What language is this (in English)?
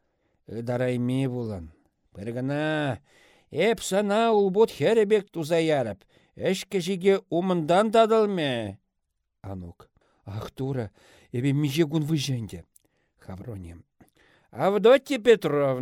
Chuvash